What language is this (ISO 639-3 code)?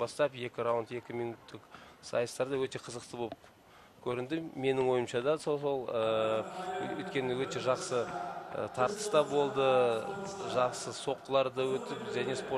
kaz